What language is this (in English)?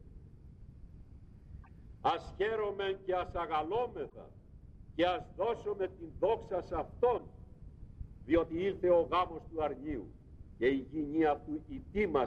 Greek